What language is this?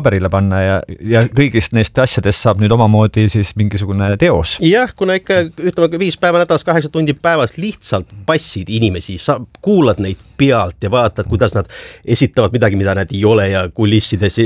Estonian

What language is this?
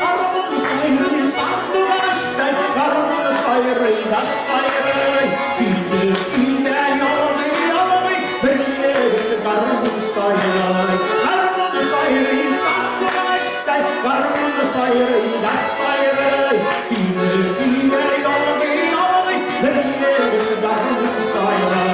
Tatar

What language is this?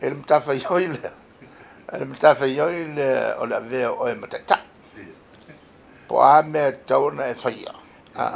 Samoan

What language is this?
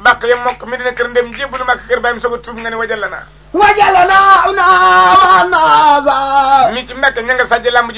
Wolof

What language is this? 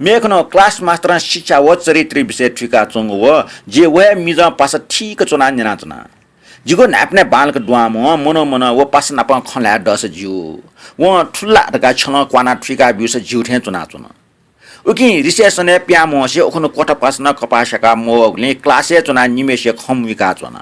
Newari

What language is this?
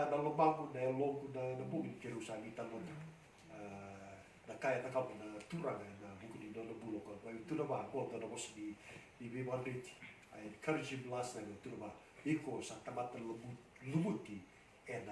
Fijian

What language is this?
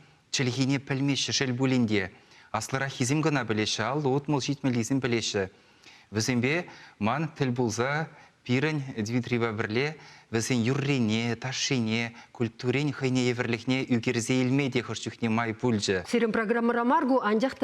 Chuvash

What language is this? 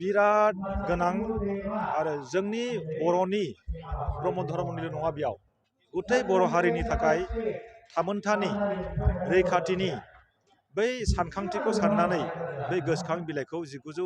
Bodo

